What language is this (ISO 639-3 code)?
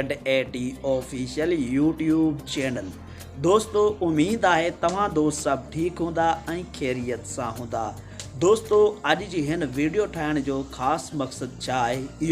snd